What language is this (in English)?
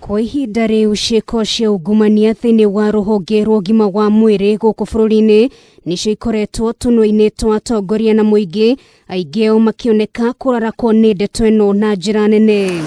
Kikuyu